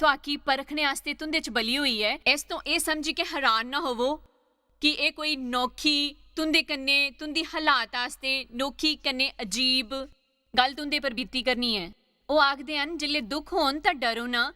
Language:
Dogri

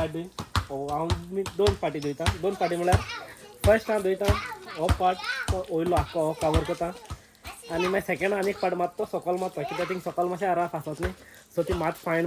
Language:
Konkani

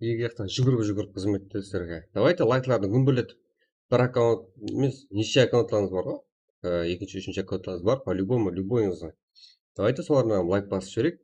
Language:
Kara-Kalpak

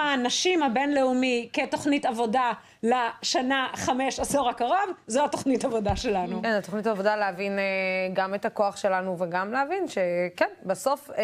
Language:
Hebrew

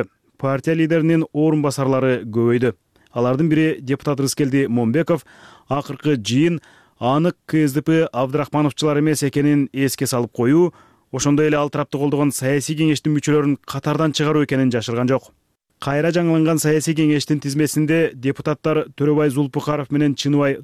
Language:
Kyrgyz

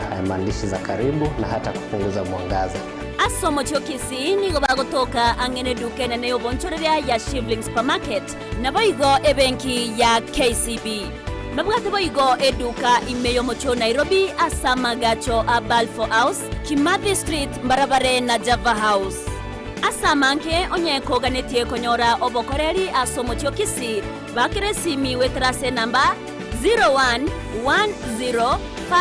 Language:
Gusii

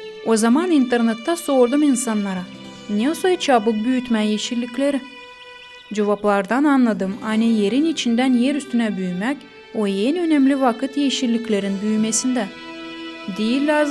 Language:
Gagauz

